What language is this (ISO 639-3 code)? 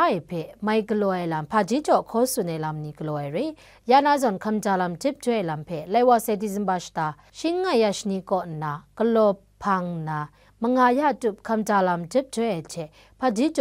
kac